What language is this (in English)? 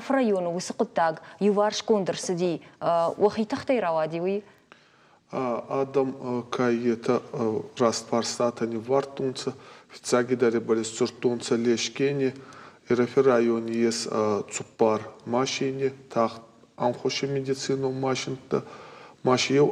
Ossetic